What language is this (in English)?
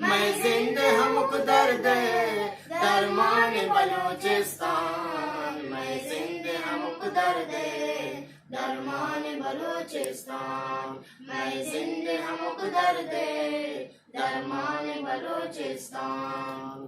Eastern Balochi